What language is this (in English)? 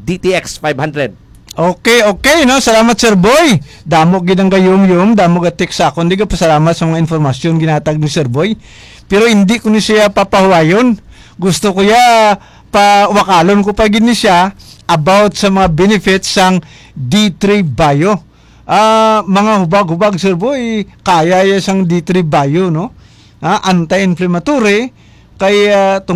Hiligaynon